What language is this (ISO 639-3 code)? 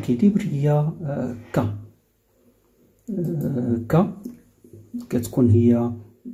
ary